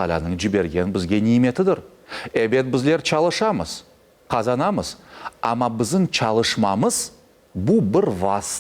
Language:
Crimean Tatar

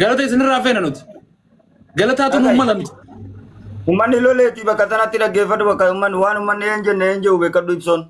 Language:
Oromo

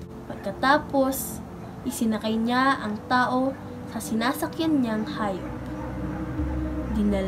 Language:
Filipino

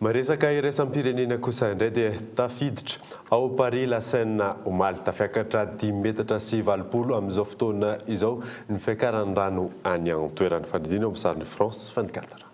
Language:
Malagasy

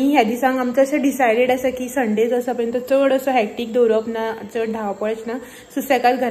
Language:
Konkani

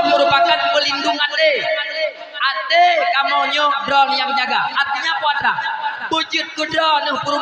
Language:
Achinese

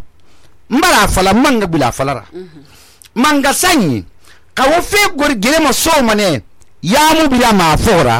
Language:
Susu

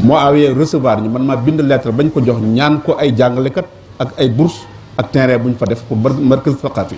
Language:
Wolof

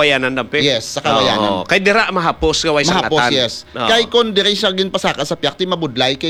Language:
Hiligaynon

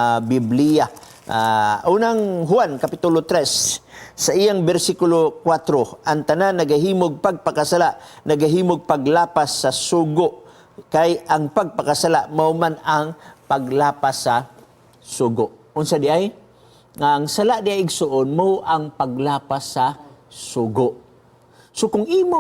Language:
Cebuano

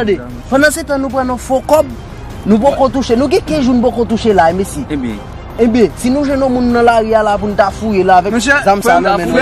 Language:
Haitian Creole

